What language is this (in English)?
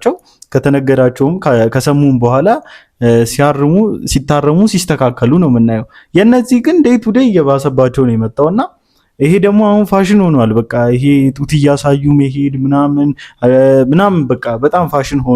Amharic